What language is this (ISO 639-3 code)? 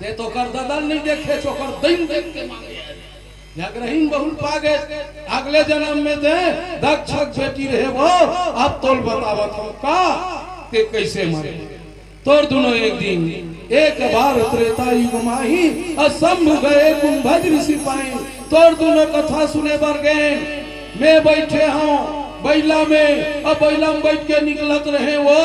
hne